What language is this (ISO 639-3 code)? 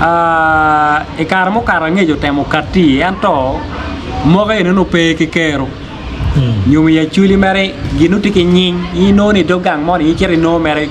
ach